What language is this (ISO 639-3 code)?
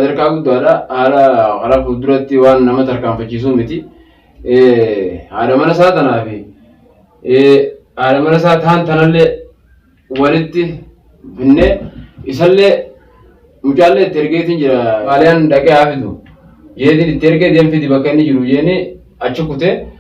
orm